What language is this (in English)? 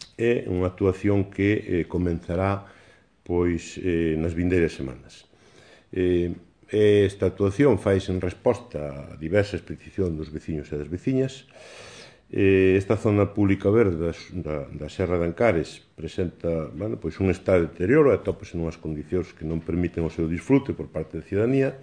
Galician